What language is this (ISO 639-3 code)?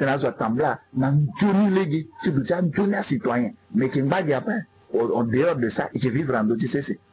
sag